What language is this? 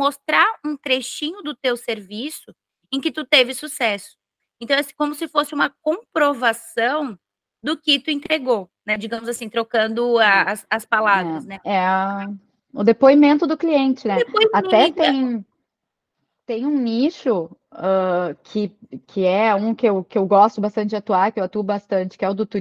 Portuguese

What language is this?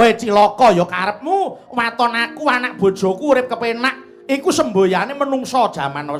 Javanese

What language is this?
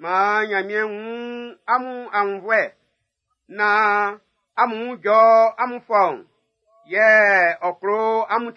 Baoulé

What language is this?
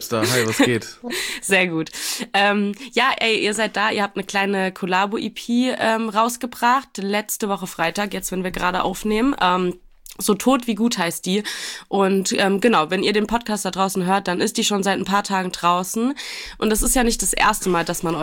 German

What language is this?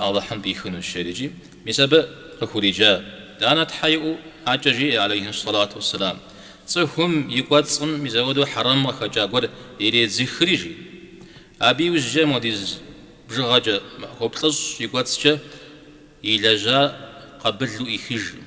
Kabardian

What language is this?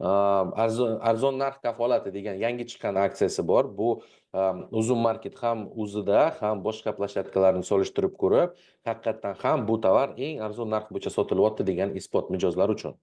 Uzbek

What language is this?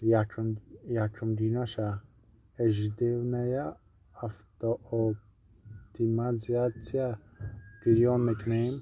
Tajik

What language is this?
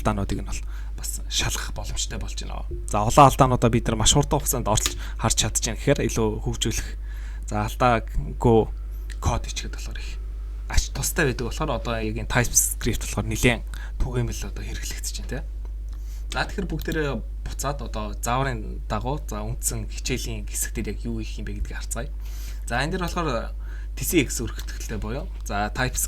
Mongolian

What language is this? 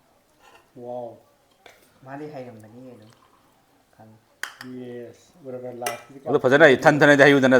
Manipuri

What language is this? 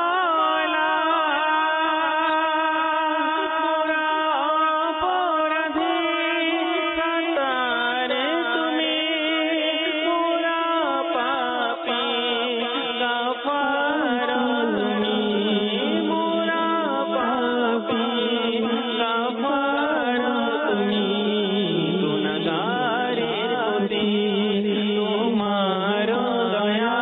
Bangla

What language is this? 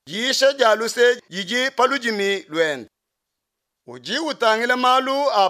Luba-Lulua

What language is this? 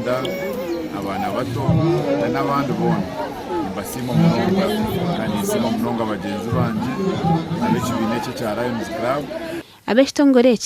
Nyankole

